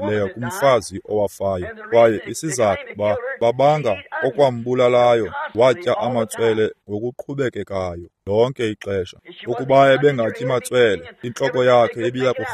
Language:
Xhosa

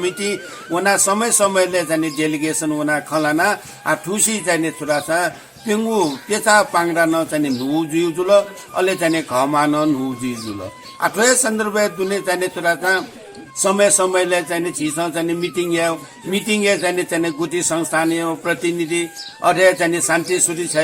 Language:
Newari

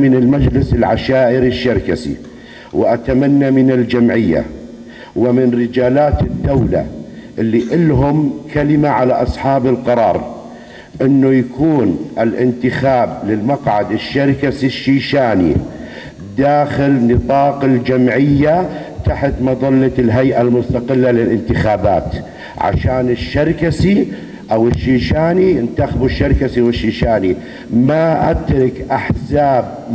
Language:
North Levantine Arabic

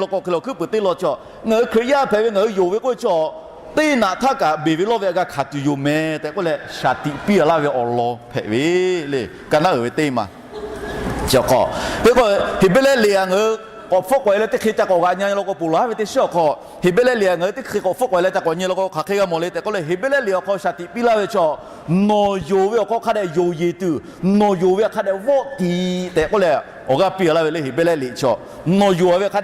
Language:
Lahu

